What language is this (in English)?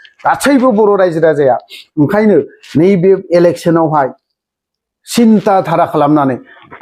Bodo